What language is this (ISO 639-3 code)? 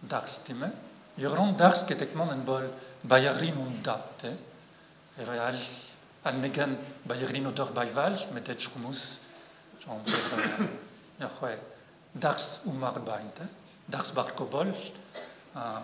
bre